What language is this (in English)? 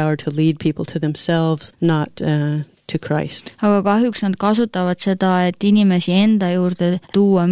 Estonian